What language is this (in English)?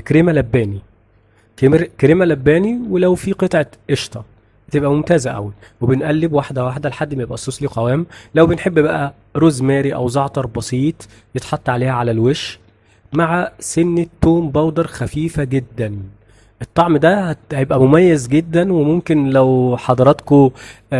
Egyptian Arabic